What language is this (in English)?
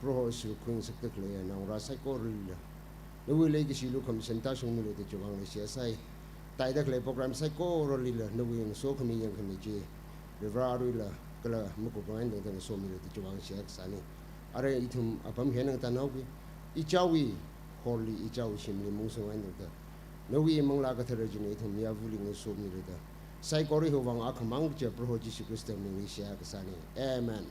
Tangkhul Naga (India)